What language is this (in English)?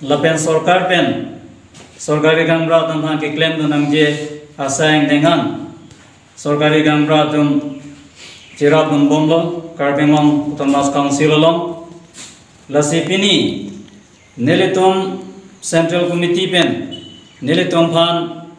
Karbi